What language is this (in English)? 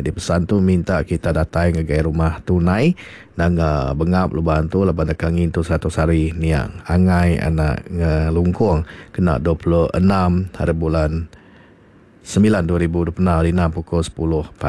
Iban